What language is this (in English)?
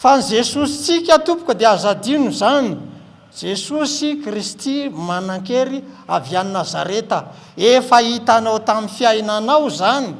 Malagasy